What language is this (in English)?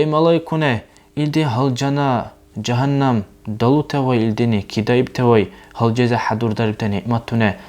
Dargwa